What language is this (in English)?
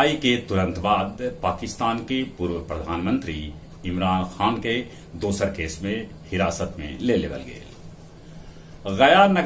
Magahi